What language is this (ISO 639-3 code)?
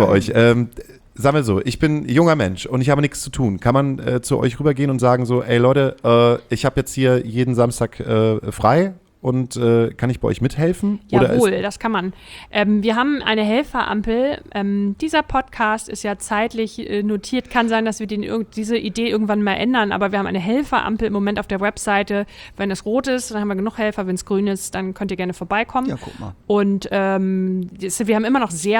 deu